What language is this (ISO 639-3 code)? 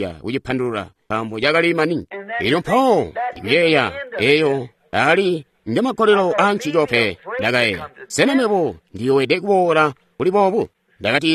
toi